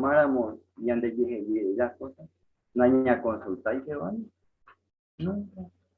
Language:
Guarani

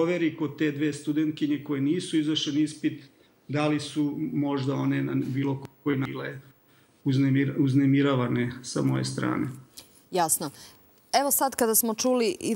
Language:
Serbian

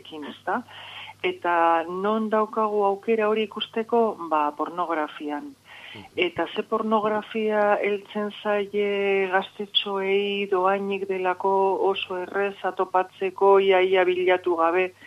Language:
Basque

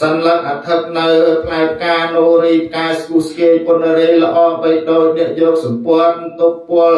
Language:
Khmer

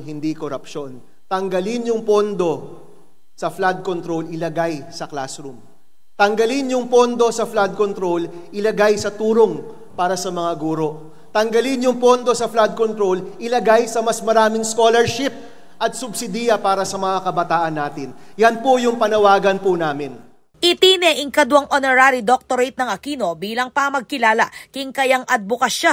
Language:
Pampanga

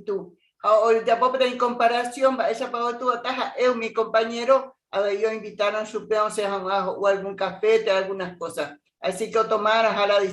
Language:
Guarani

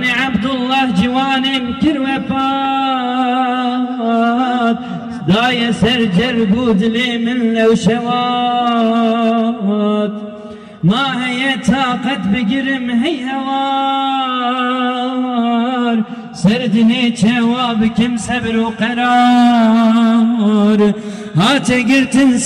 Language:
Kurdish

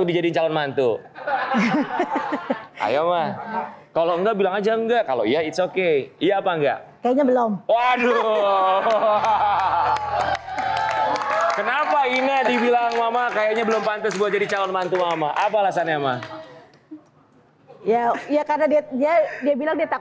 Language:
Indonesian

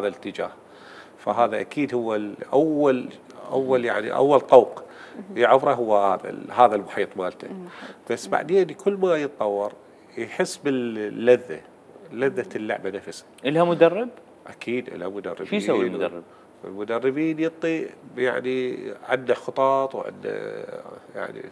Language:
Mesopotamian Arabic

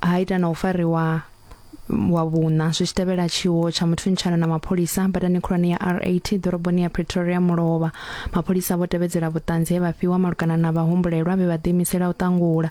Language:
Venda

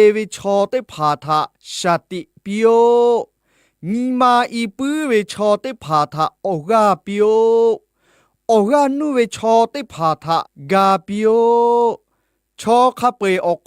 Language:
Lahu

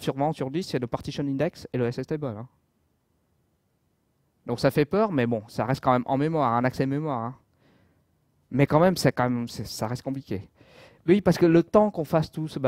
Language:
French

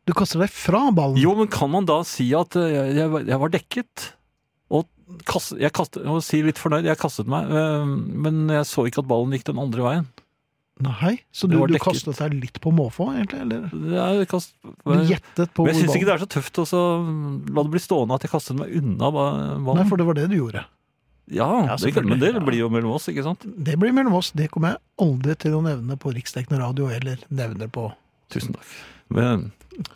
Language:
Norwegian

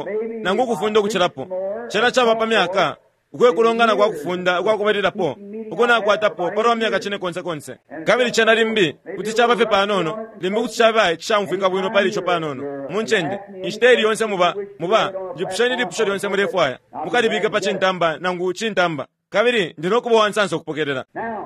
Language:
Bemba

